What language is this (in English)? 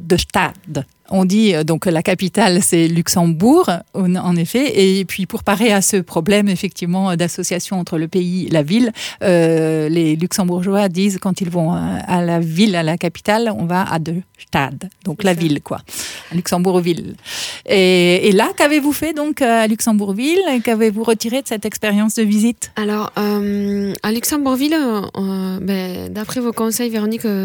French